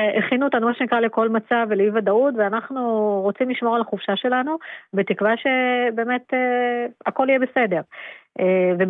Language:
Hebrew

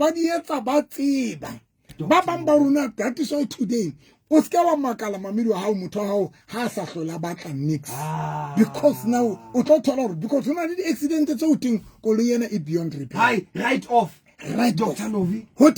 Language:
Southern Sotho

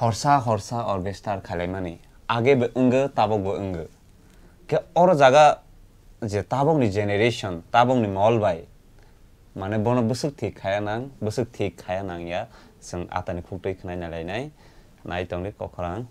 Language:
Kok Borok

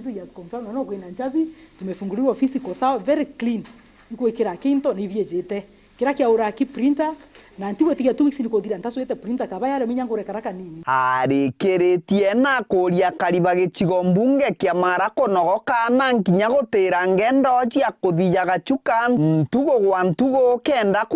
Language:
Meru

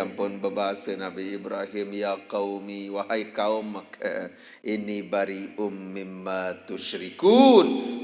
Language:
Sasak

